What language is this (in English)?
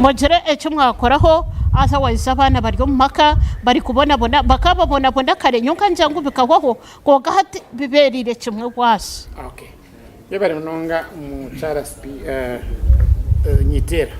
Nyankole